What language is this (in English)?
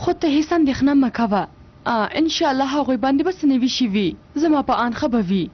Pashto